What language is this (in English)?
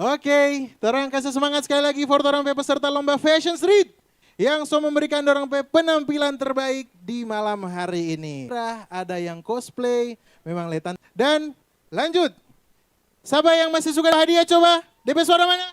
Manado Malay